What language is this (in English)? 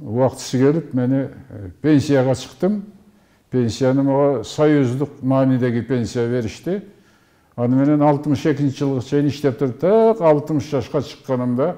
Kyrgyz